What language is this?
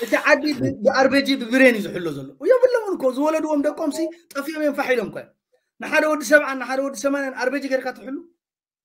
Tigrinya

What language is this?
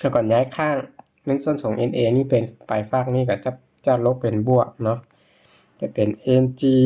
Lao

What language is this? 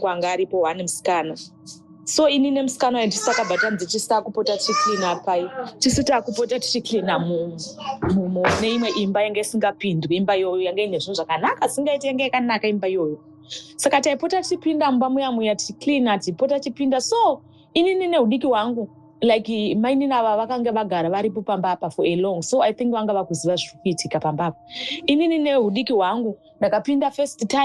Shona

